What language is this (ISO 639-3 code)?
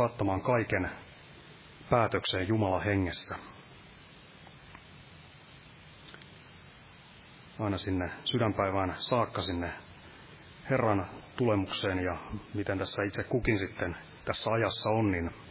fin